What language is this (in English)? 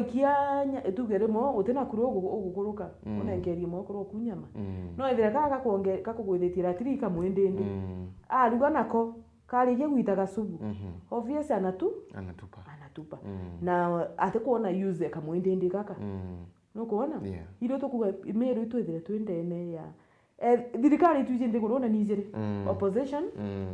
Meru